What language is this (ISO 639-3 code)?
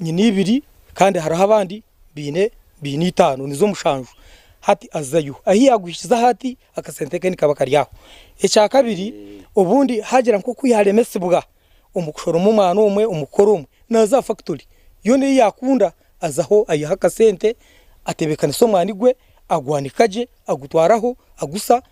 nyn